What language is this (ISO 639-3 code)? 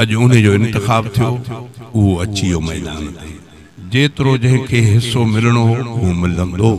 snd